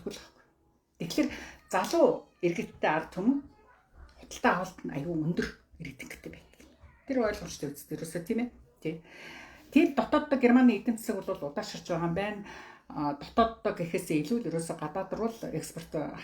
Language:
Mongolian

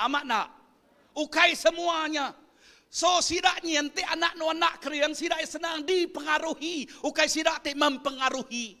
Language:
Iban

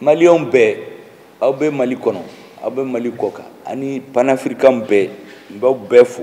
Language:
Bambara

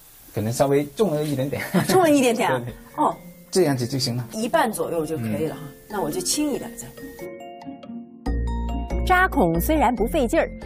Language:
Chinese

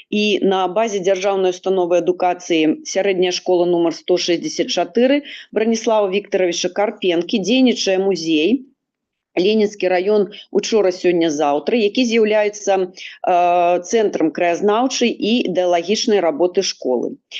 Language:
Belarusian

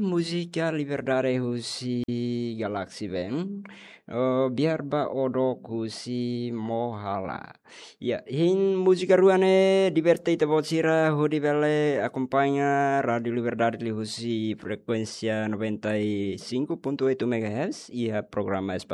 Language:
Tetum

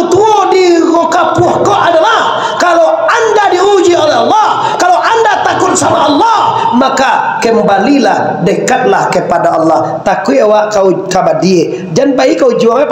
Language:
Minangkabau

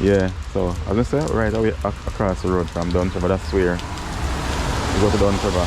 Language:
Jamaican Creole English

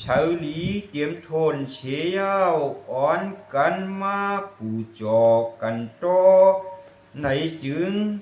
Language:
Shan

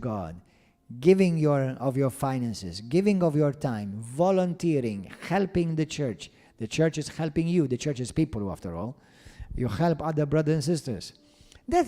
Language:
English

